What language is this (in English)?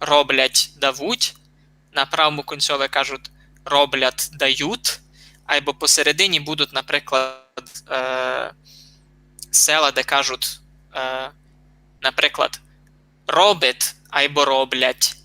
Rusyn